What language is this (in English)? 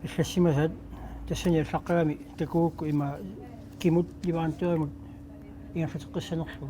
Kalaallisut